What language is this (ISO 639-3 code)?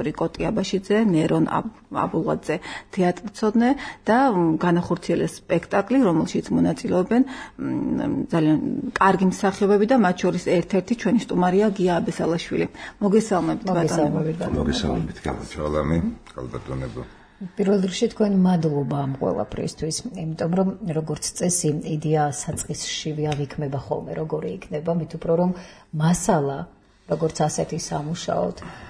kat